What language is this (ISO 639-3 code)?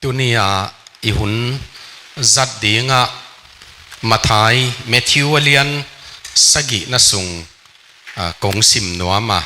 ctd